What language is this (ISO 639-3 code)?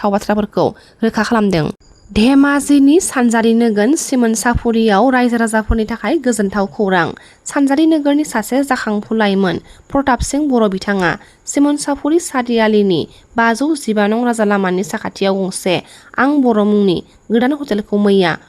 brx